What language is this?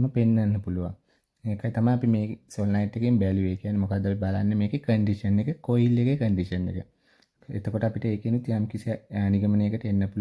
Sinhala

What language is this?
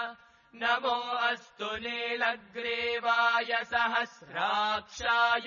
Sanskrit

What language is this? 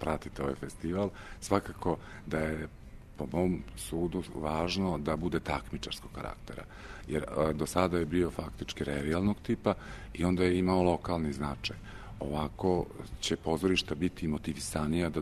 Serbian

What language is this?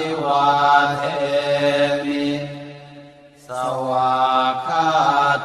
Pali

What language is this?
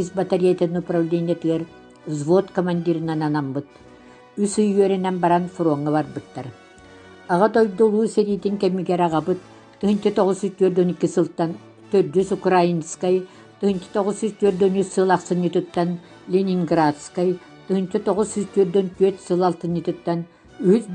Yakut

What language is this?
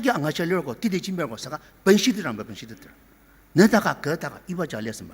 Ao Naga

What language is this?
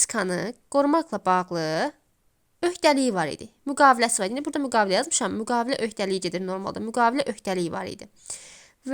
Azerbaijani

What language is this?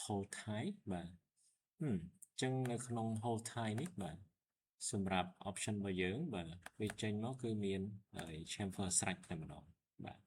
Khmer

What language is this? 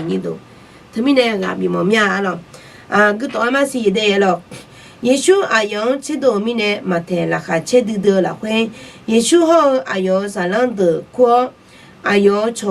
Akha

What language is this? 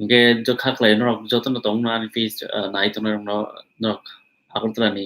Kok Borok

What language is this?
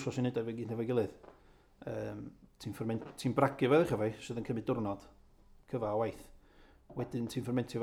Welsh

